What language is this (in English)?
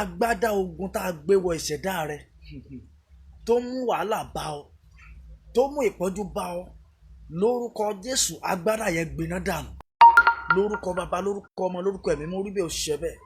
Yoruba